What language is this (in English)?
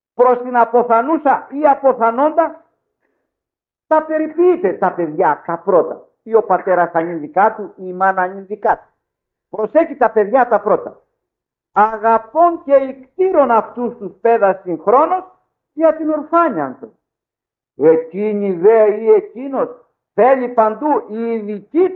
Greek